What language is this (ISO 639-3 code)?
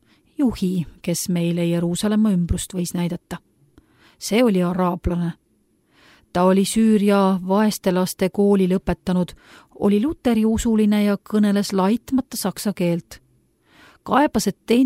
est